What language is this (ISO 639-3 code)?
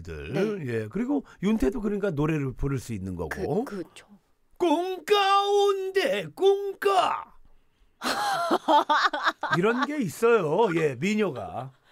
kor